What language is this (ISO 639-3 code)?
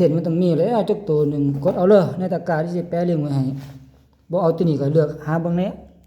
tts